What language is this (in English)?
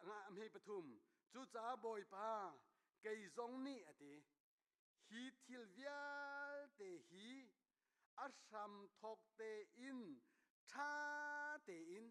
Hakha Chin